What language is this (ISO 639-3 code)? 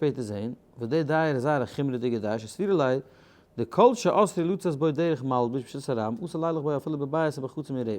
yid